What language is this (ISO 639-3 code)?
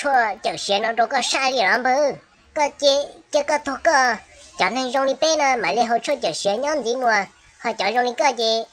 hmn